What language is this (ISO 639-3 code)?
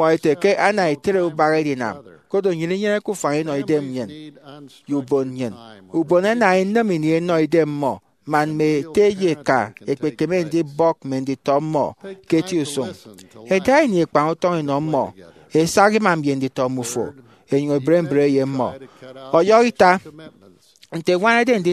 efi